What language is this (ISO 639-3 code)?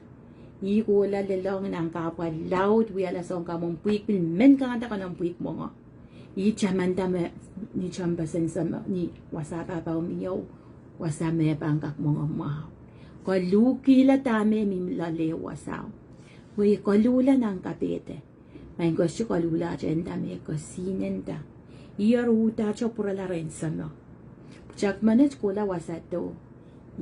pon